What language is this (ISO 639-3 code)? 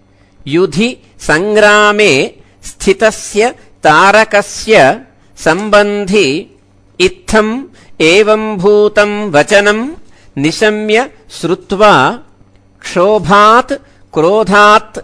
san